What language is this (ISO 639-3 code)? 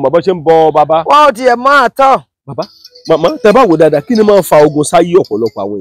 yor